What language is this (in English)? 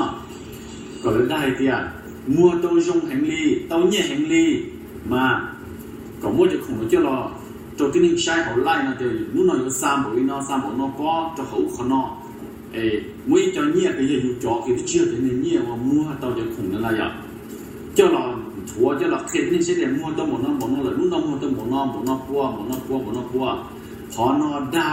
Hmong